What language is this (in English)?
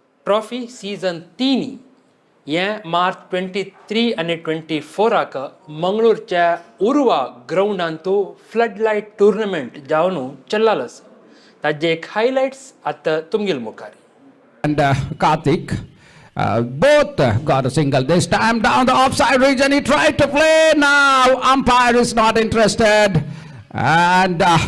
Konkani